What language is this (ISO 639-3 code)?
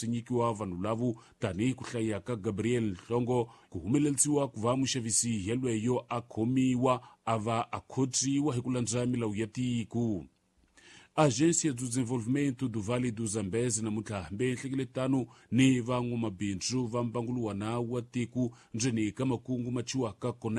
tso